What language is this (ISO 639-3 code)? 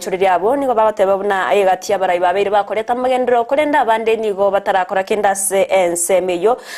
guz